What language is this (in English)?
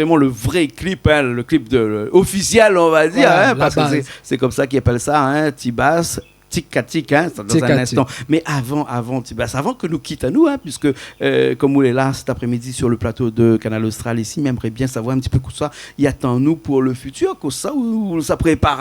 Réunion Creole French